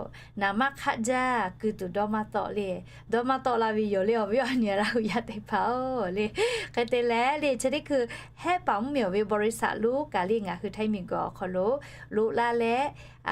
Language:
Lahu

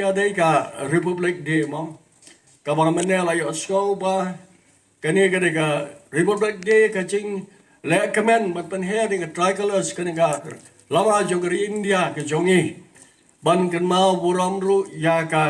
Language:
Khasi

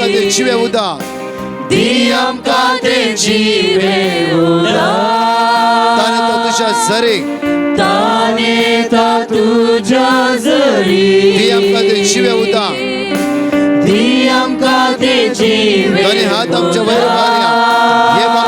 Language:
Konkani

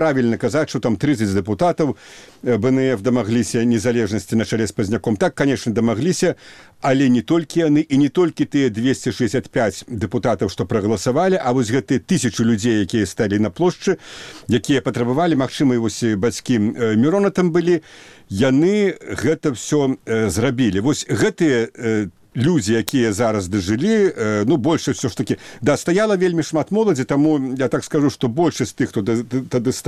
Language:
Belarusian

